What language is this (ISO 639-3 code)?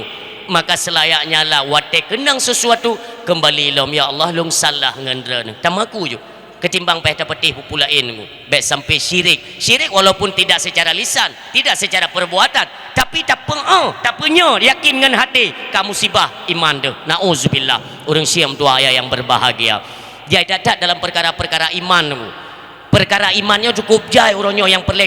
ace